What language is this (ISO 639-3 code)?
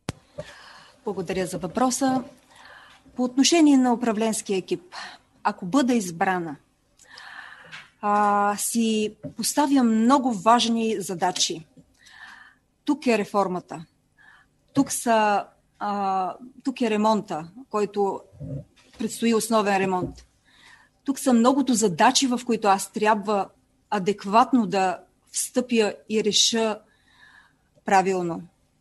bul